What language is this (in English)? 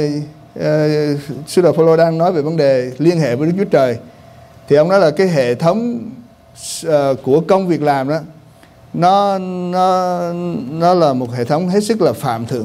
Vietnamese